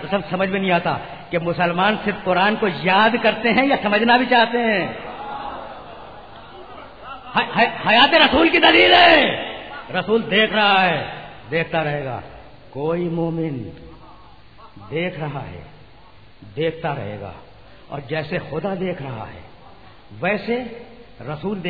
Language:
Urdu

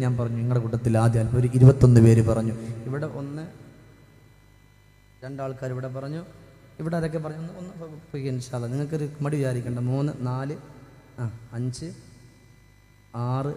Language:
Malayalam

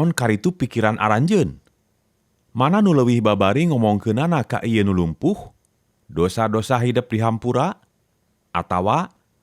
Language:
Sundanese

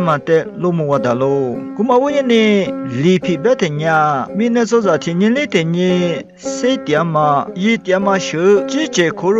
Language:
Lisu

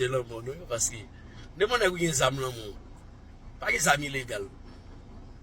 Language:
Haitian Creole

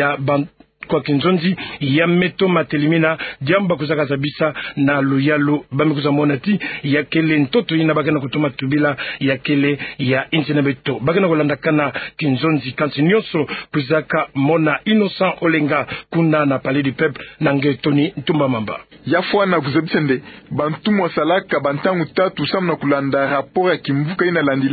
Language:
Kituba (Democratic Republic of Congo)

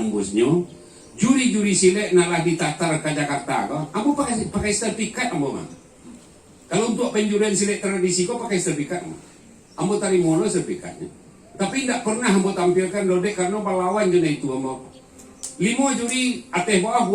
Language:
Minangkabau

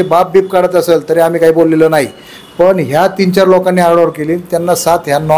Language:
Marathi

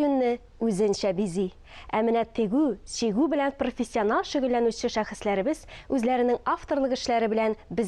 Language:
Tatar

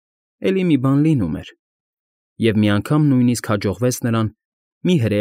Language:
Armenian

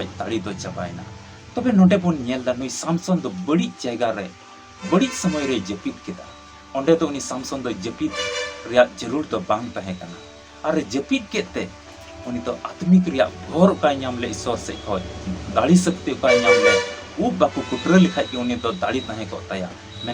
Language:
Santali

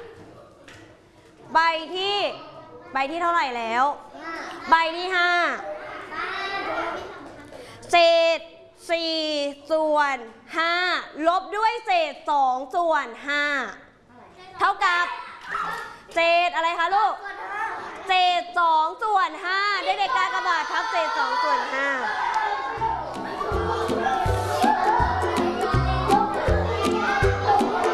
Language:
Thai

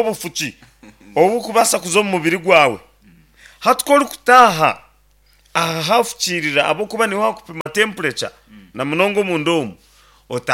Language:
Nyankole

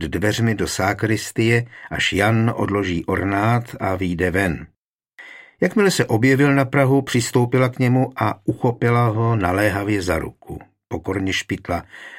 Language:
Czech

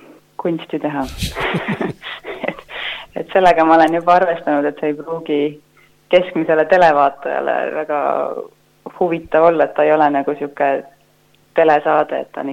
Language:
Estonian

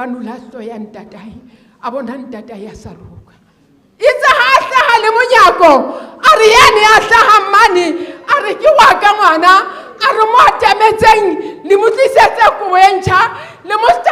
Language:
Southern Sotho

